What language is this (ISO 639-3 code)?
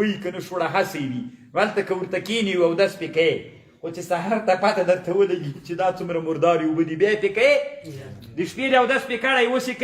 pus